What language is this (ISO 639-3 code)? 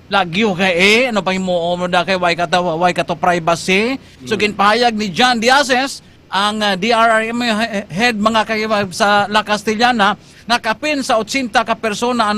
hil